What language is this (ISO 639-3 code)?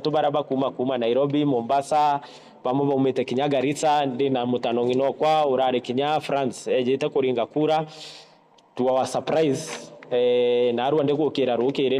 mer